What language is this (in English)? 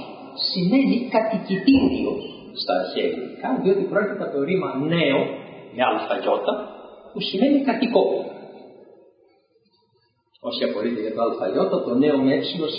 Greek